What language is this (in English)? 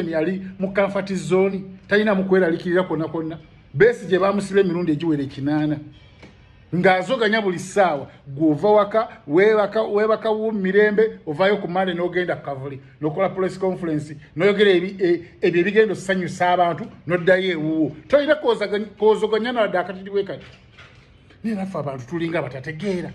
Ganda